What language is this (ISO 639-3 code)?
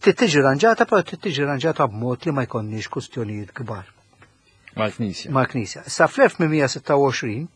mlt